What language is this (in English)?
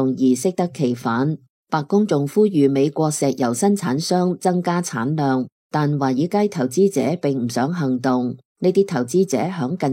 Cantonese